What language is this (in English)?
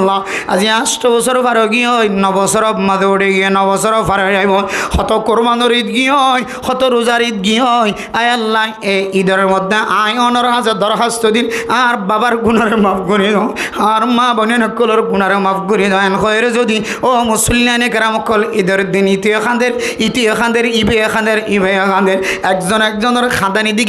Rohingya